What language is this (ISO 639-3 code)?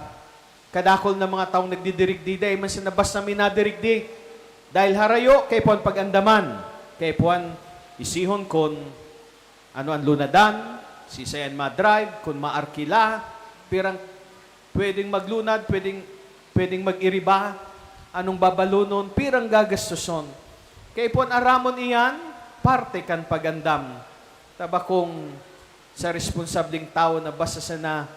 bik